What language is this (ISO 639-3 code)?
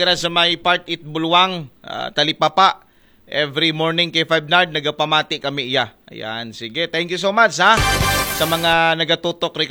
akl